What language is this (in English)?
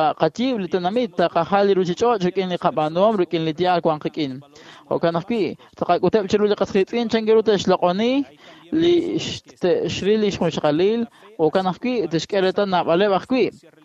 Kekchí